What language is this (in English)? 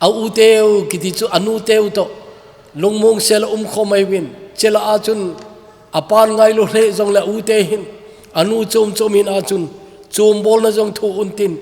Thado Chin